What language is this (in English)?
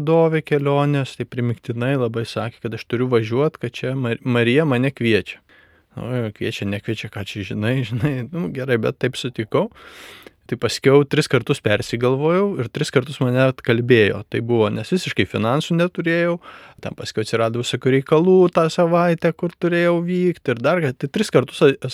Lithuanian